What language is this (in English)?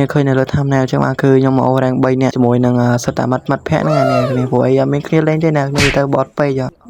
Khmer